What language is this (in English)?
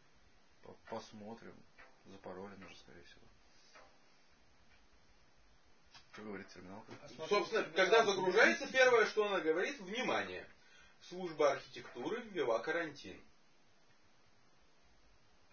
Russian